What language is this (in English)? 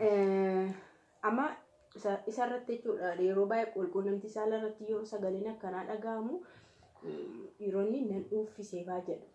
Oromo